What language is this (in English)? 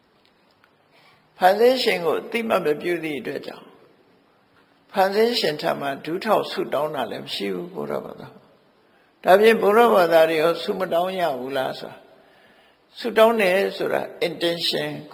Burmese